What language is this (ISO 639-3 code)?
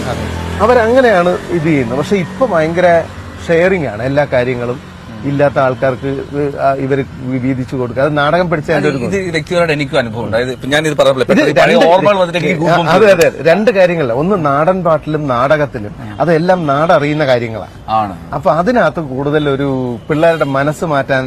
mal